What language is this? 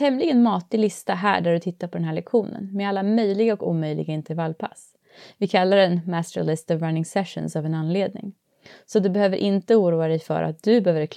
Swedish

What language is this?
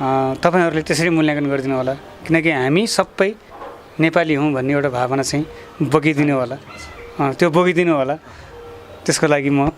Nepali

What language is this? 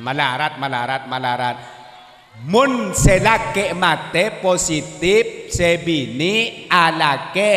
Madurese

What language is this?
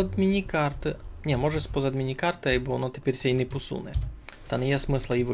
Rusyn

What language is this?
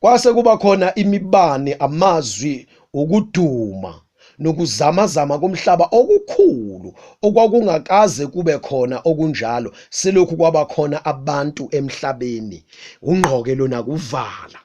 Zulu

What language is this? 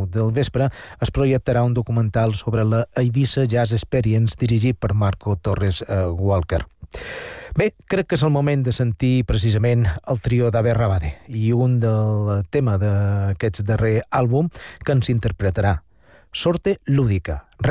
Catalan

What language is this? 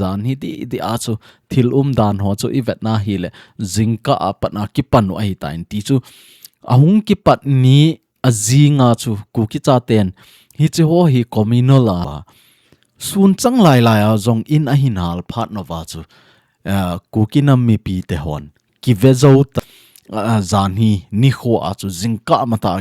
Thado Chin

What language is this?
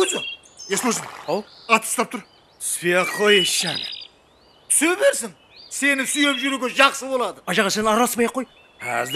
Kara-Kalpak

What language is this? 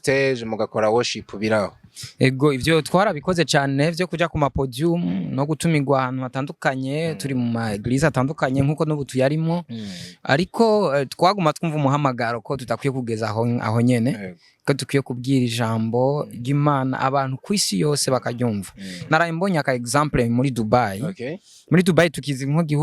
Rundi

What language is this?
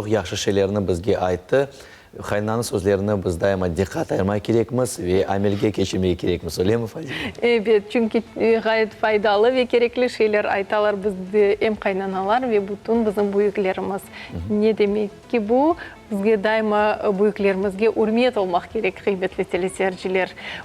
Crimean Tatar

